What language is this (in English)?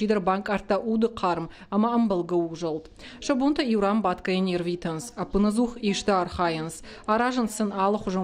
Ossetic